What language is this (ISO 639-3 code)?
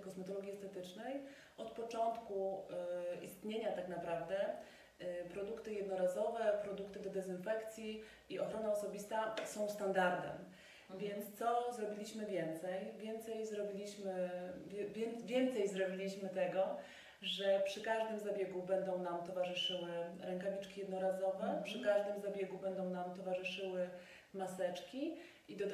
pol